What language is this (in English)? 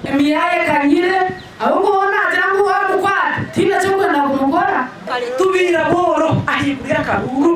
Nyankole